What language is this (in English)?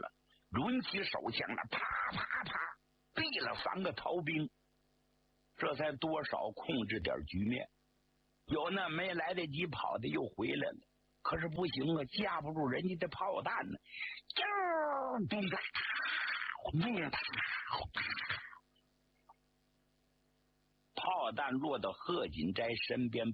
Chinese